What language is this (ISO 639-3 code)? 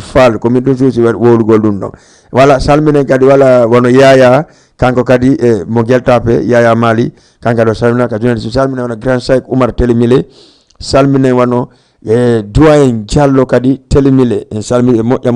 ful